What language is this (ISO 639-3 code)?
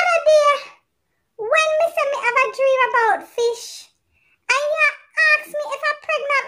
jam